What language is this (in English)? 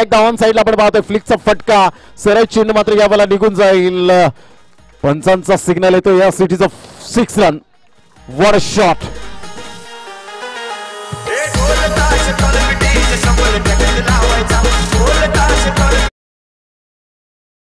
Marathi